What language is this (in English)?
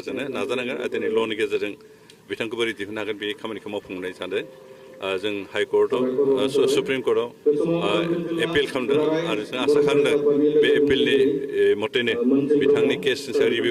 Bodo